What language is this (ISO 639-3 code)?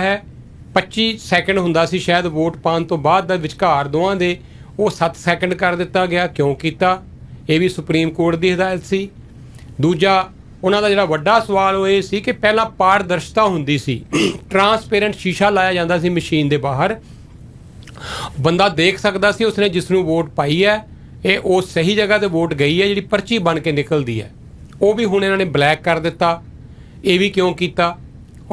pan